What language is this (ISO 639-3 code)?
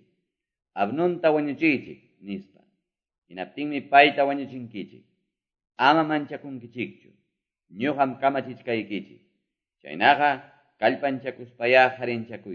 que